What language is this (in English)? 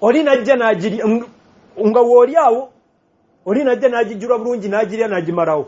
Ganda